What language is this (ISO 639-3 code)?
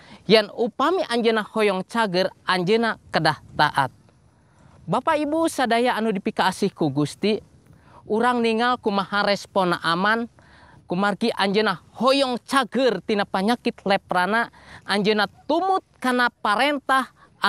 sun